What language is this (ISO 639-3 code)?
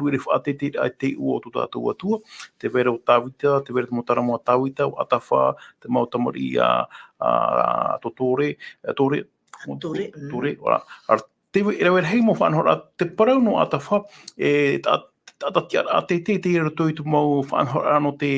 tah